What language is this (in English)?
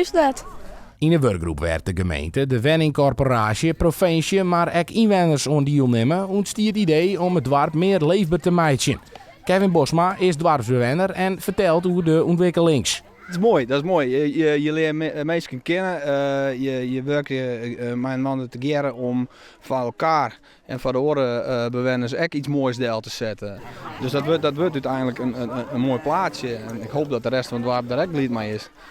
Western Frisian